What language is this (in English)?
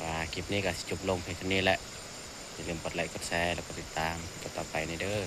Northeastern Thai